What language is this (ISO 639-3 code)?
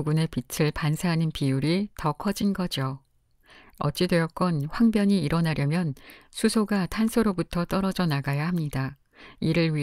kor